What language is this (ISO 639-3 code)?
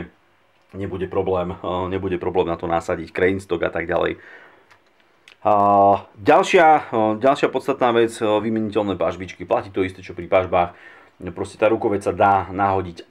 slk